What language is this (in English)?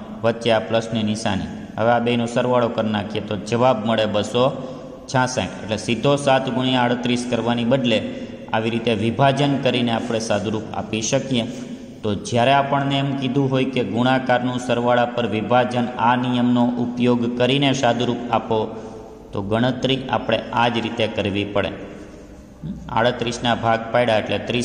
Gujarati